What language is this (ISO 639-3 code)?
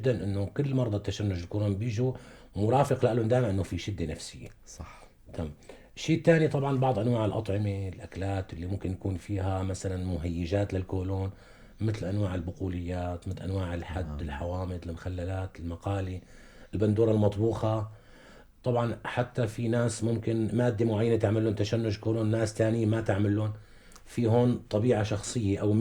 apc